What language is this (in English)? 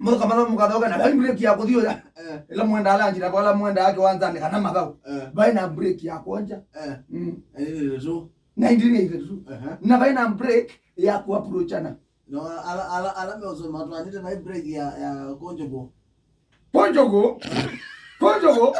Kamba